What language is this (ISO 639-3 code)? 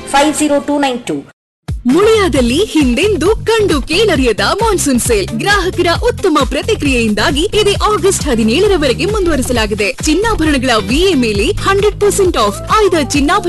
kan